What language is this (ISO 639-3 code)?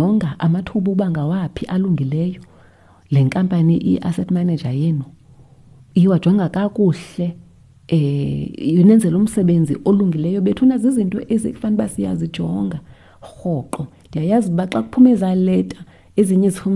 xho